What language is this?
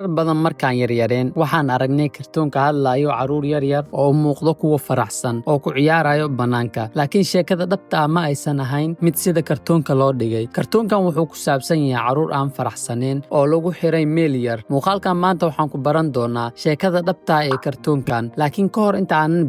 Somali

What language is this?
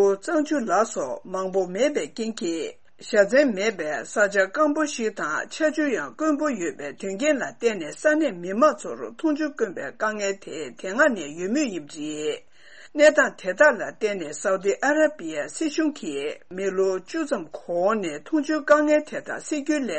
Tibetan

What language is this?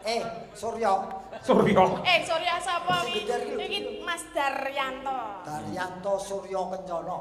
Javanese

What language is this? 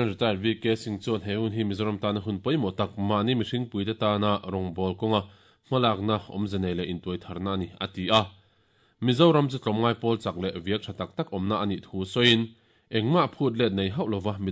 Mizo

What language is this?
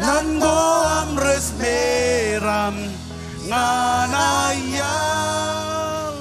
Marshallese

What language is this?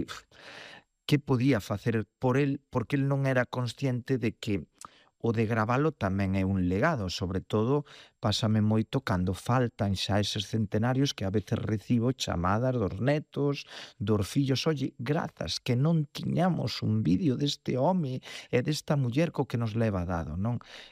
Galician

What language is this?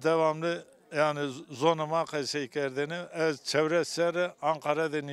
Zaza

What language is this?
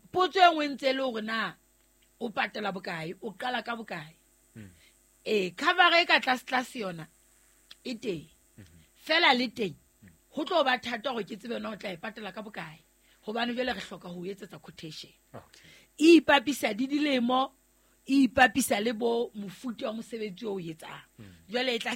Southern Sotho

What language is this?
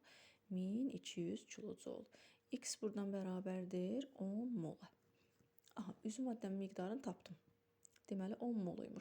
Azerbaijani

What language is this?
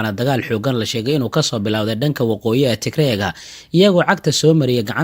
Somali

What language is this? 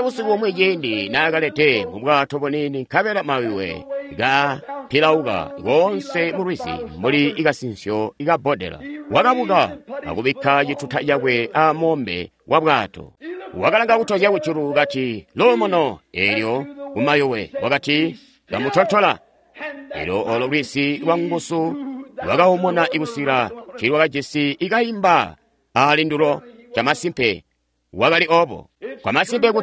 Tonga (Zambia)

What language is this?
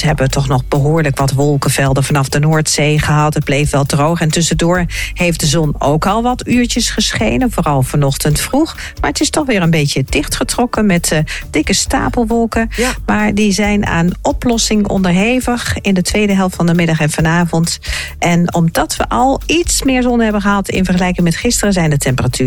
Dutch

